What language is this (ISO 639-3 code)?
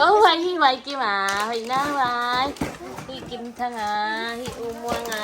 ctd